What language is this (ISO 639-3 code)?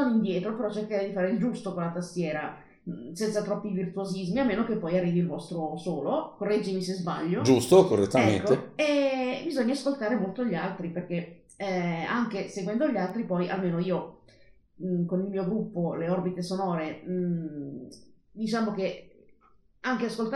ita